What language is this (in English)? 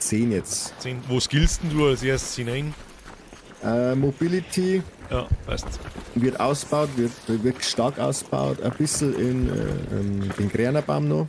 Bavarian